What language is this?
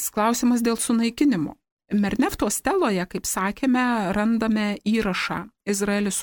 Lithuanian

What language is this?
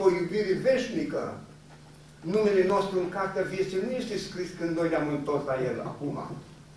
Romanian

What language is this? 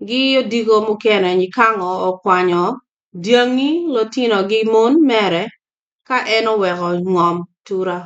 Acoli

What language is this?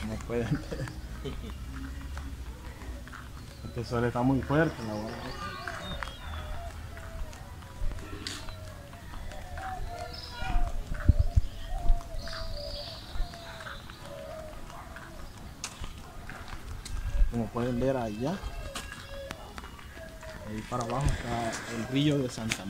Spanish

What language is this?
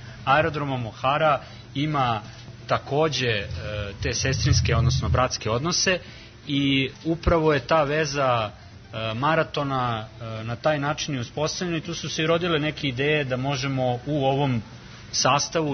Serbian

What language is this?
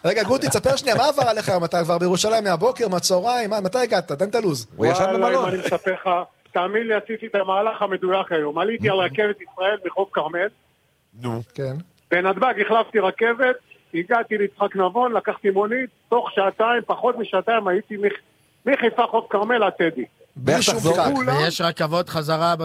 Hebrew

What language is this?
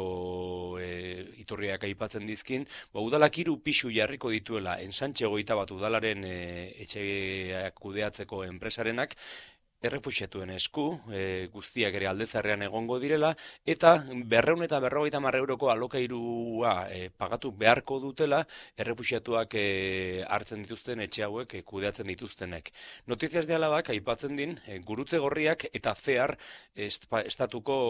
Basque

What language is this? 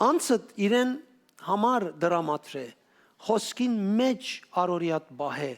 Western Armenian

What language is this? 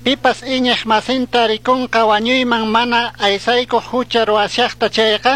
Chimborazo Highland Quichua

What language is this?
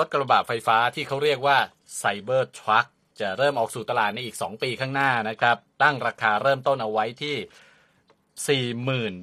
Thai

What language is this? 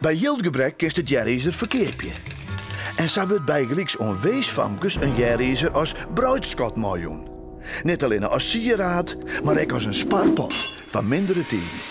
Western Frisian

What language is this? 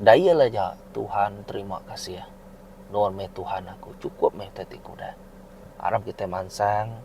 Iban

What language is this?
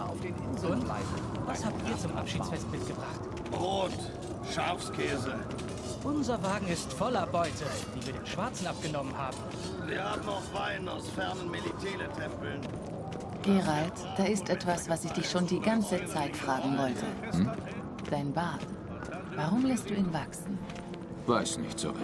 Swiss German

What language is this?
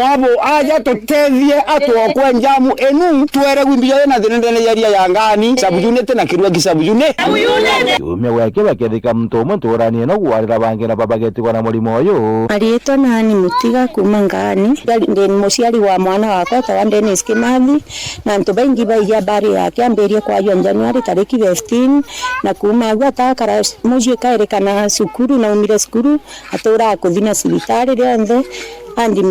Meru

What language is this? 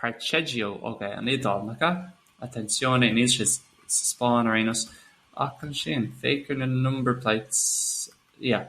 Irish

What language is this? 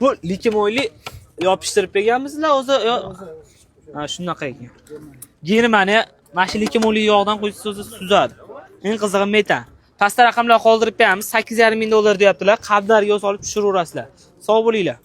Uzbek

